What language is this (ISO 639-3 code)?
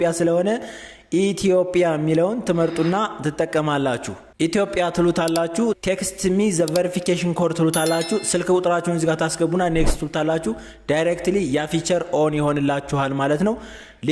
amh